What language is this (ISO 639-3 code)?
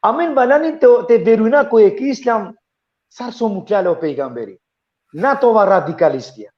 rmn